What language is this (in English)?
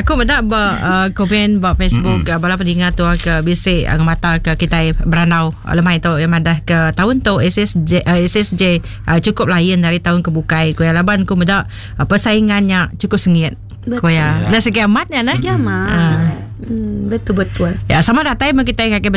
Iban